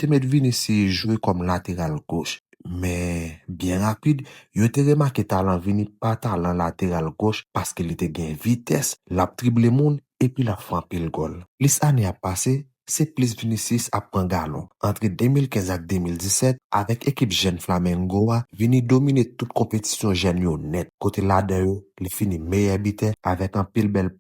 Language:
Haitian Creole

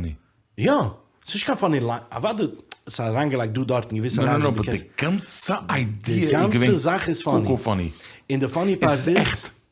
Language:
Yiddish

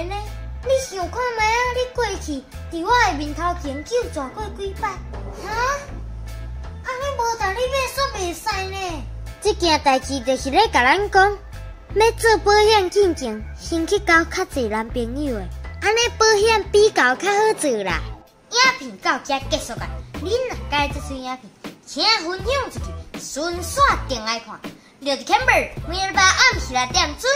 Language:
Min Nan Chinese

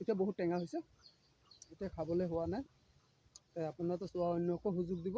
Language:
Assamese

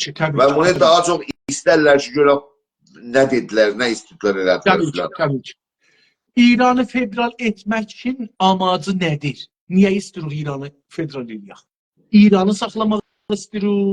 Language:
South Azerbaijani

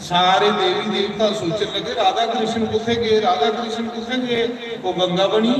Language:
Dogri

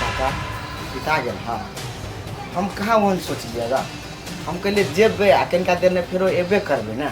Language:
Maithili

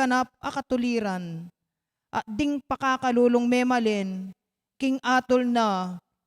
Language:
Pampanga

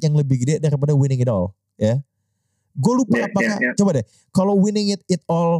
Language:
Indonesian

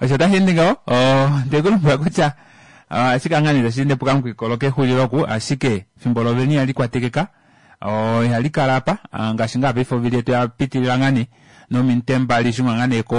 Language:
Kuanyama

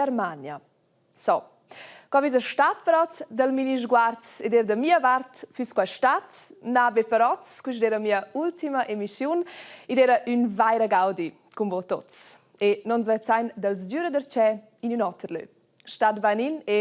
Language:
Romansh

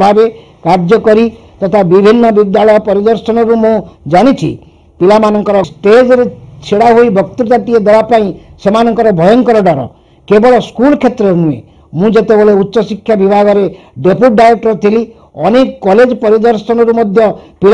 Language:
Odia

